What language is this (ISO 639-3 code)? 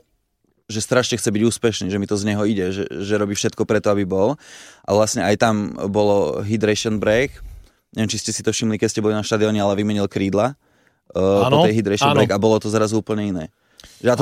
slk